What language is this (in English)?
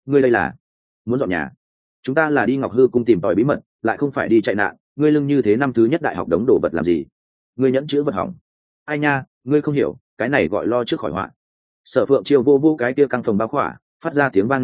Vietnamese